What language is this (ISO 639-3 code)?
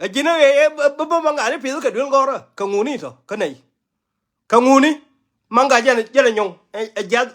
nus